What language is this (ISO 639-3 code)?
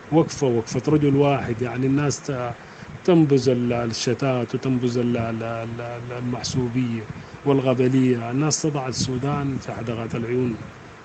apd